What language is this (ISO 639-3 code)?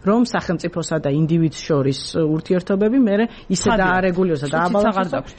kat